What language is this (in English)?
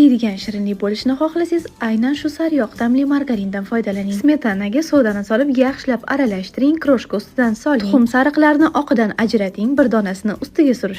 Uzbek